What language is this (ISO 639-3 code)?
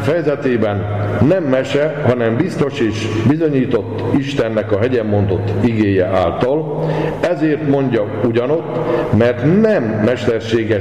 hun